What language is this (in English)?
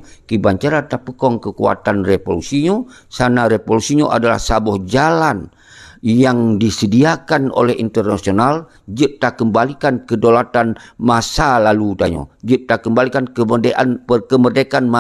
Achinese